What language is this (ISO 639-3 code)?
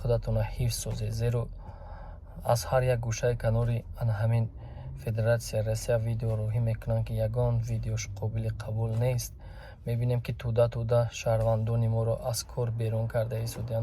tgk